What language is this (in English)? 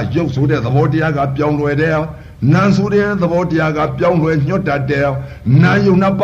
Burmese